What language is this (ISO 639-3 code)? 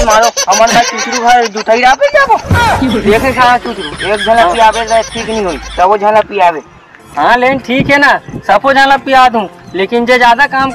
hne